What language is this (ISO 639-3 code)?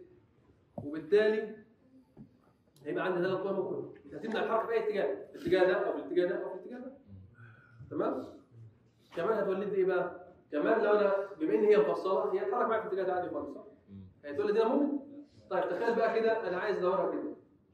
arz